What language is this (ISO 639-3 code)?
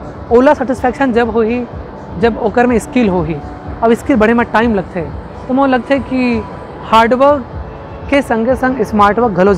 hne